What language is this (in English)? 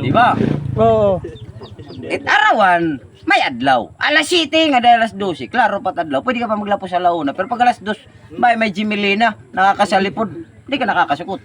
Waray